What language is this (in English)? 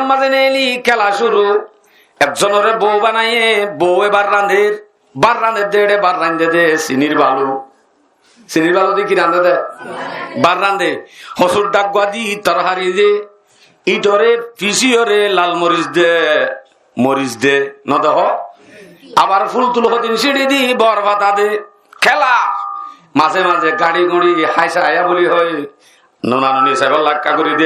Rohingya